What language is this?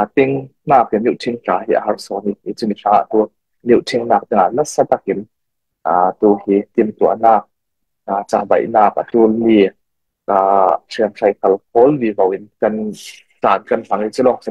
Falam Chin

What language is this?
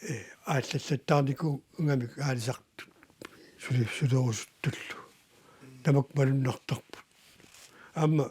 Kalaallisut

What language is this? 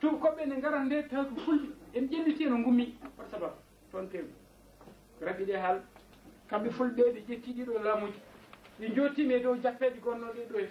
Fula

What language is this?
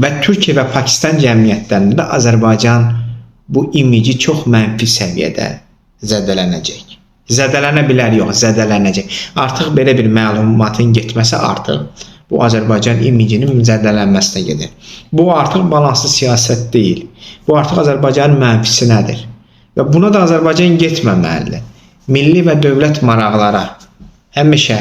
Azerbaijani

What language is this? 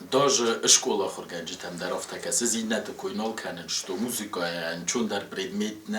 Ossetic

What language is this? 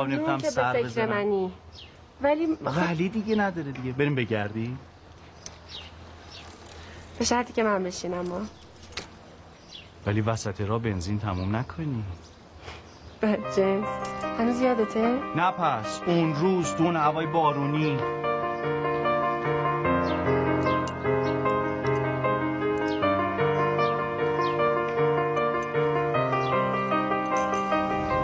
Persian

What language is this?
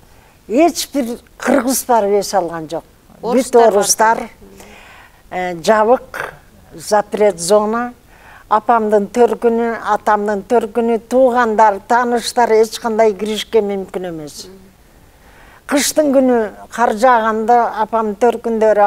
Kyrgyz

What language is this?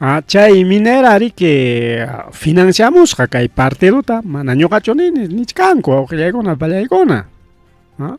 Ayacucho Quechua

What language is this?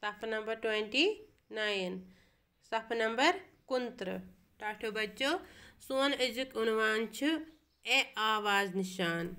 Kashmiri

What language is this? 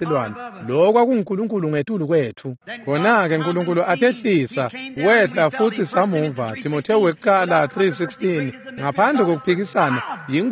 Swati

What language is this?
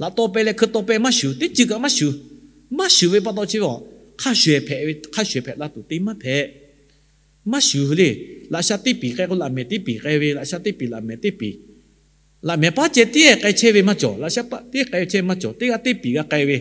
Lahu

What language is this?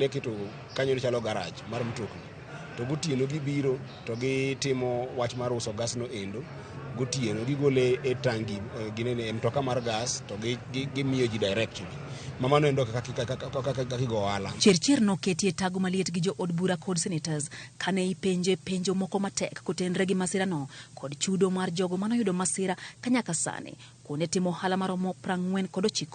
Luo (Kenya and Tanzania)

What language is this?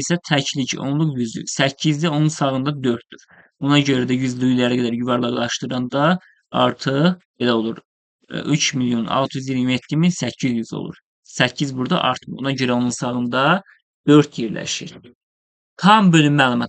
Azerbaijani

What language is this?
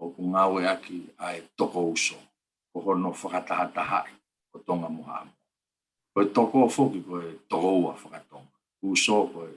Tongan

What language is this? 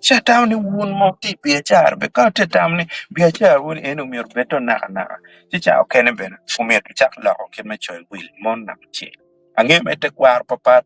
Acoli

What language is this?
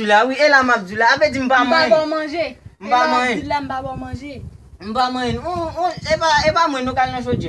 Haitian Creole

